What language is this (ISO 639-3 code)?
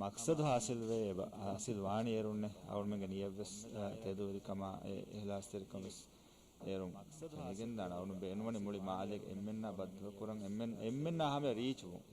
div